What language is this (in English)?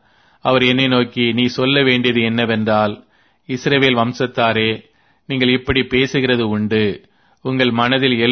Tamil